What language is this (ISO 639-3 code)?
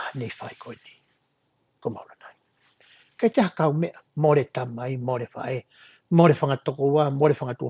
ton